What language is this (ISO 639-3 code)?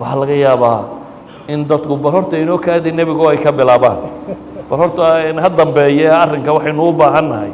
som